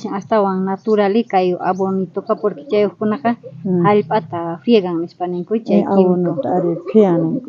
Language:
South Bolivian Quechua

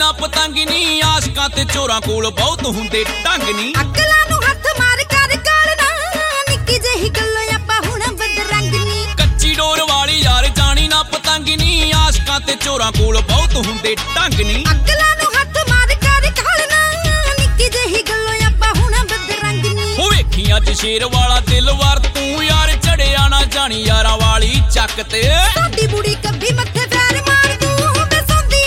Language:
Punjabi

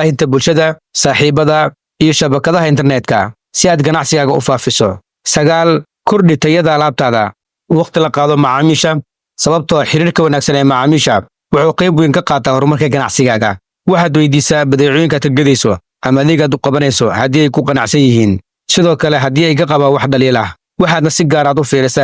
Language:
Somali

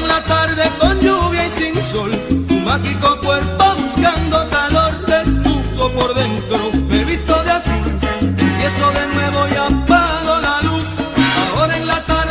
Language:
Spanish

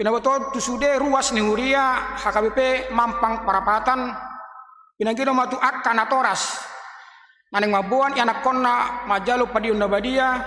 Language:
Batak Toba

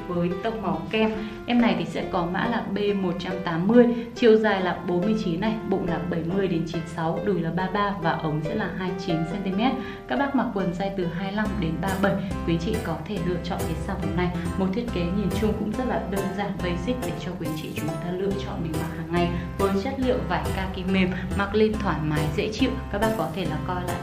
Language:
Vietnamese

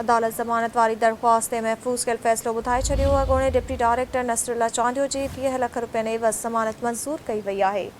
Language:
Sindhi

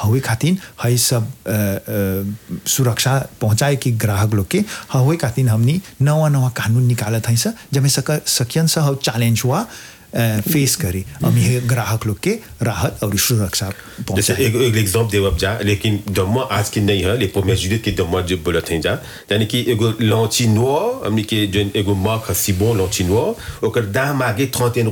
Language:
Bhojpuri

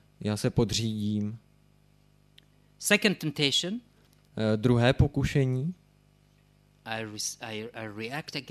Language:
Czech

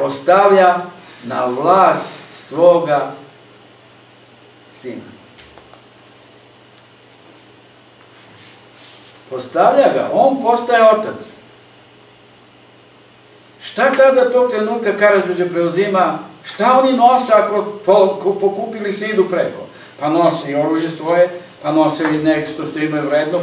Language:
Serbian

